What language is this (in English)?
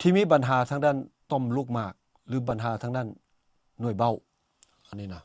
Lao